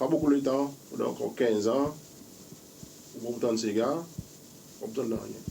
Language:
Seselwa Creole French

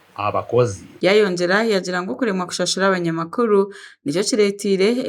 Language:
Nyankole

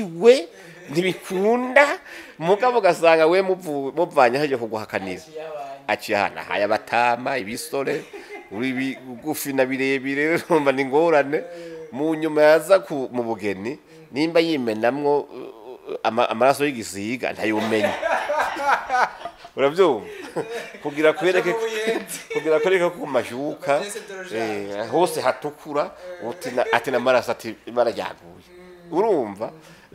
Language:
Rundi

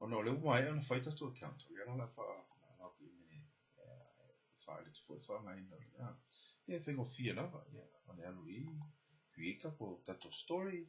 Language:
Samoan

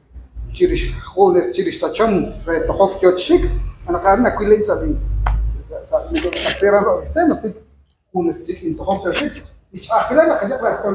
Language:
Kekchí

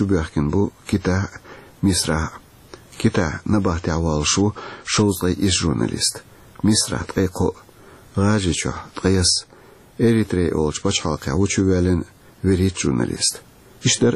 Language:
Chechen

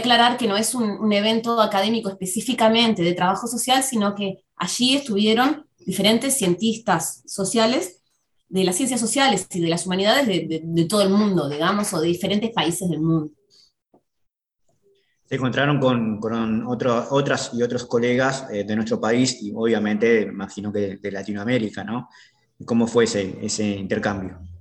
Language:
Spanish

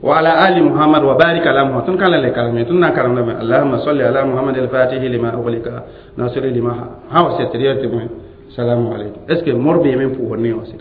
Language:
Mossi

